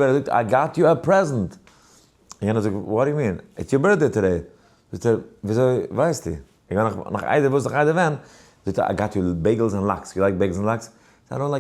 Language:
Yiddish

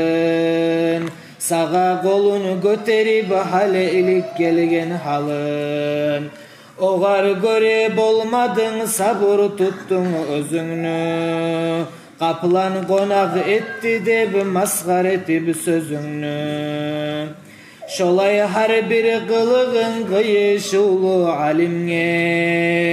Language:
Kumyk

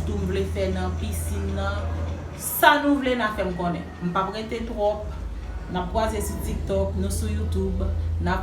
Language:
Haitian Creole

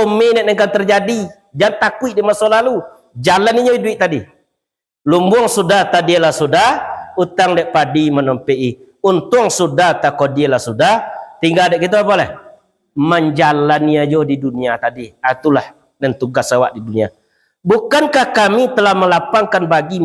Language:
Minangkabau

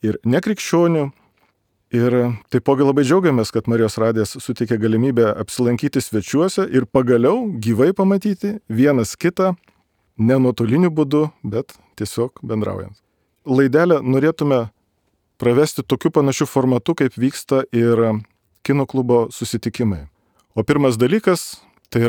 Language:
Lithuanian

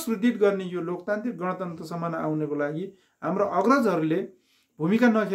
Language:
Nepali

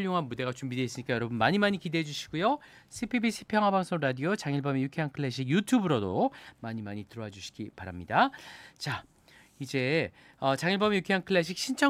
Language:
Korean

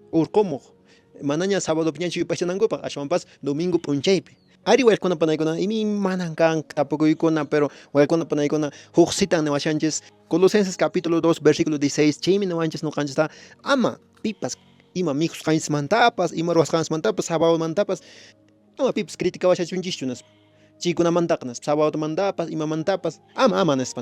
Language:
Quechua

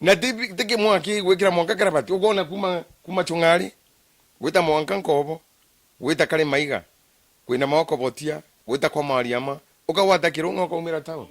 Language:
Meru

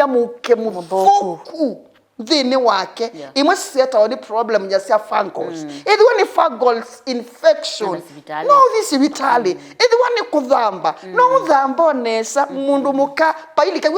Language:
Kamba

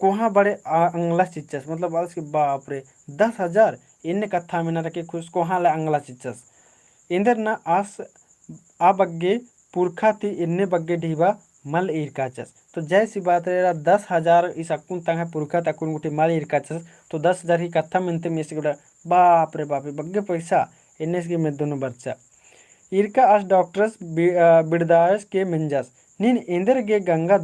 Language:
Kurukh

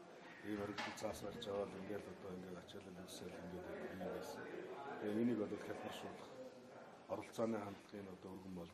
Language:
Mongolian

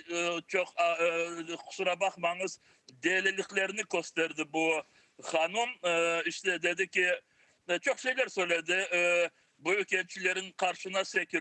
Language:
Crimean Tatar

